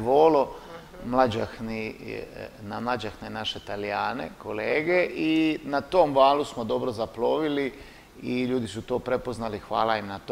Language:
Croatian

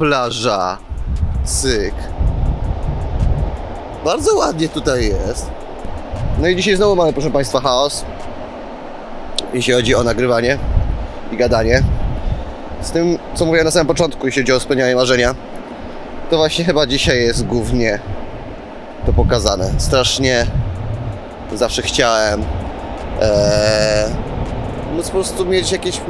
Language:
Polish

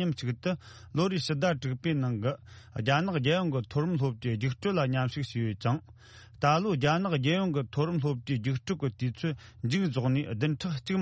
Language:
Tibetan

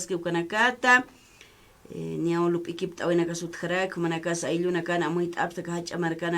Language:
Aymara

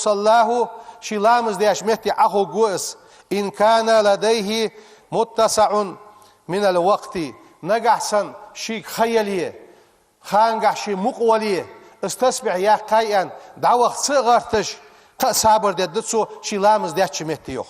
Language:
Ingush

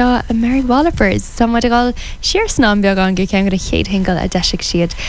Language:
Irish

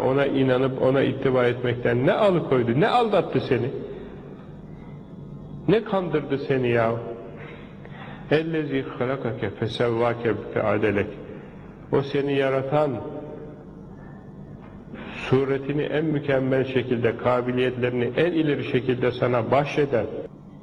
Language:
Turkish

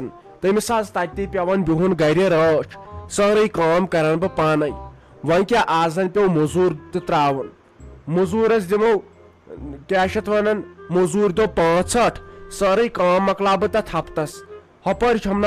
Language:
Kashmiri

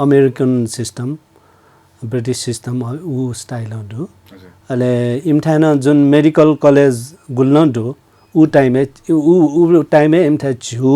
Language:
Newari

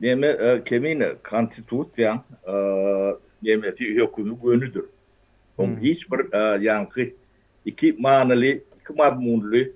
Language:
Turkmen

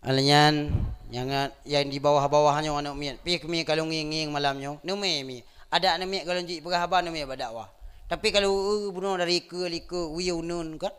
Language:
Achinese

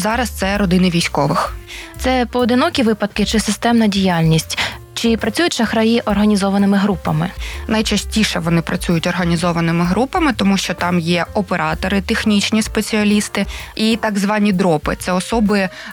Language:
Ukrainian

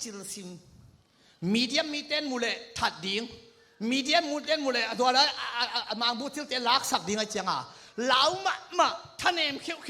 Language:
Tedim Chin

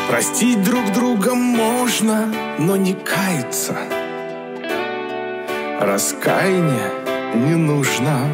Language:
Russian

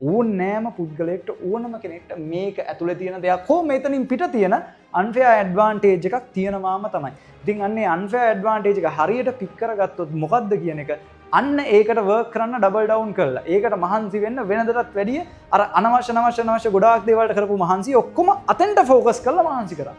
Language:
Sinhala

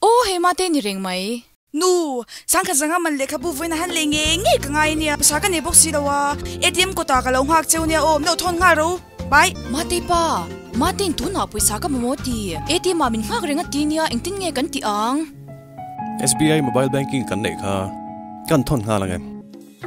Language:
Mizo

